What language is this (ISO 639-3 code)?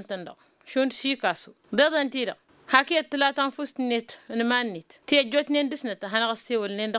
taq